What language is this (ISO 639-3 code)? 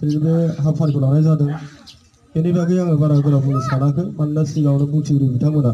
brx